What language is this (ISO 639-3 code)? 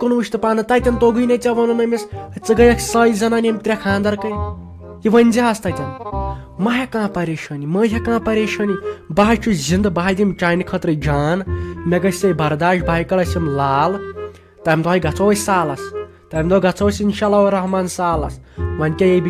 kas